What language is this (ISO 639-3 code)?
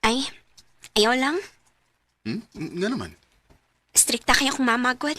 ceb